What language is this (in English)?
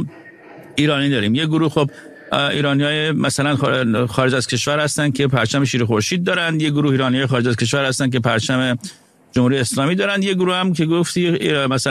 Persian